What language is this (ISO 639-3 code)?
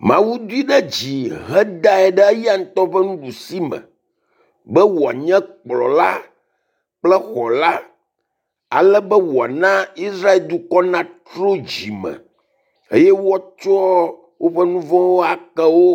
ewe